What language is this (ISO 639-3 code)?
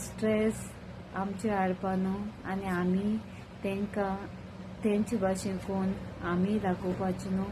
kok